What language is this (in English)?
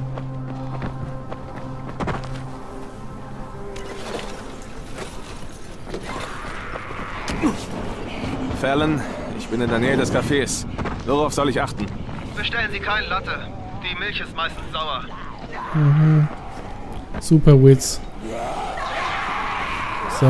German